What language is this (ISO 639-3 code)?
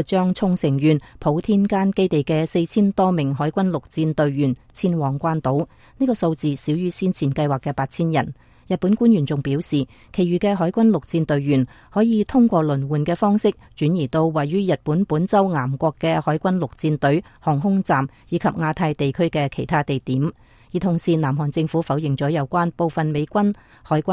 yue